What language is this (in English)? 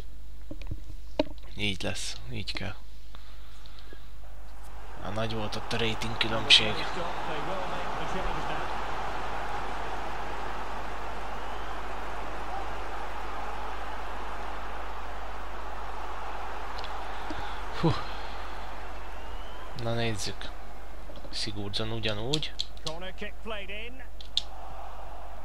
Hungarian